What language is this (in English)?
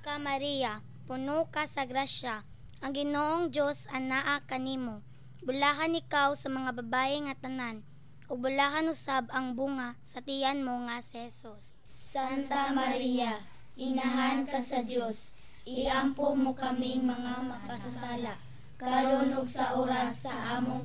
Cebuano